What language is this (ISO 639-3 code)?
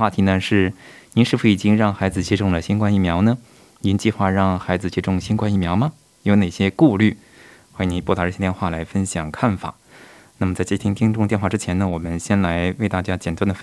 zho